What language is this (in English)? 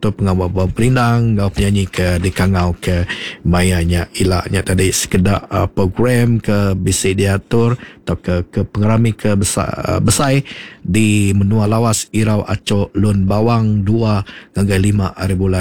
Iban